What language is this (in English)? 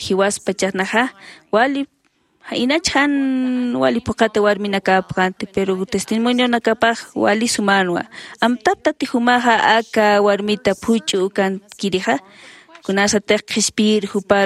Aymara